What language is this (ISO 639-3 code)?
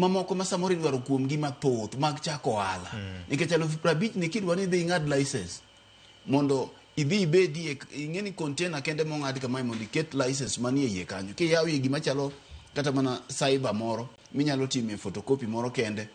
luo